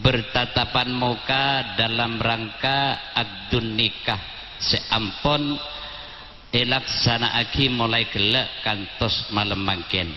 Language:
Madurese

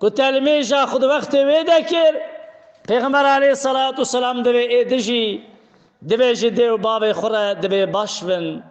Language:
Kurdish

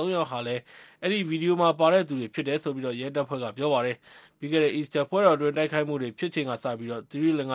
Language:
Burmese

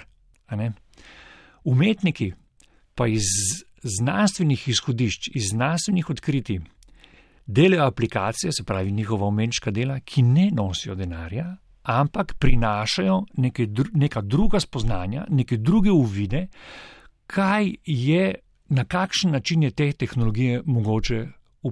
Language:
Slovenian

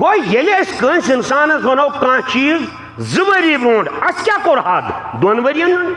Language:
Kashmiri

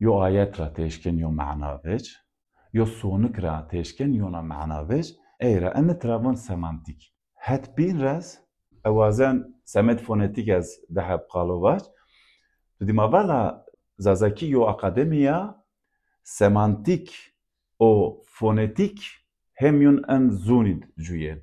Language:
Zaza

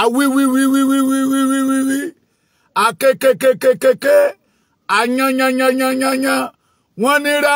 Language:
Yoruba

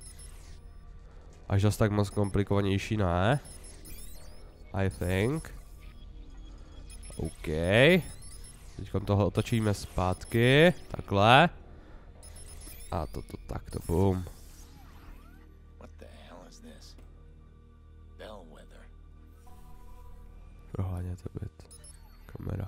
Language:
Czech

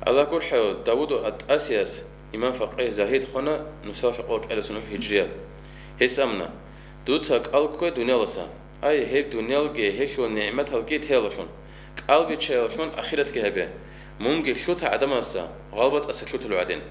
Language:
Avaric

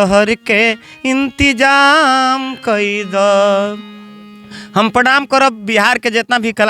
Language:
Bhojpuri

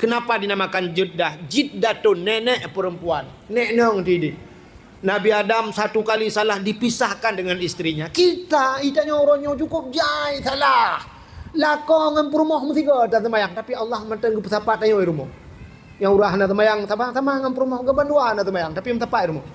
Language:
Achinese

